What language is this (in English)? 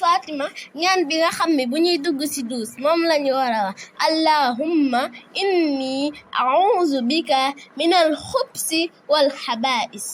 Wolof